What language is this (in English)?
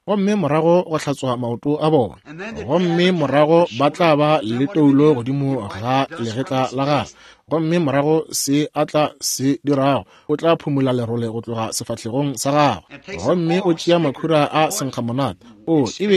Northern Sotho